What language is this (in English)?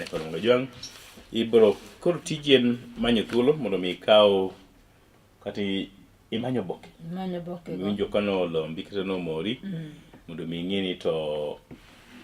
Luo (Kenya and Tanzania)